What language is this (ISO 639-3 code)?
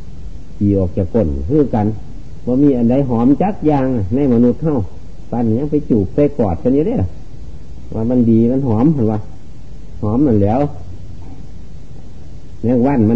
tha